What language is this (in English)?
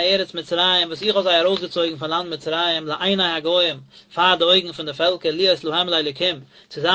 Yiddish